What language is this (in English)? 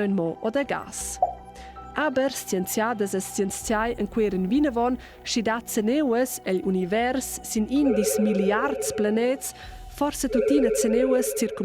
Romansh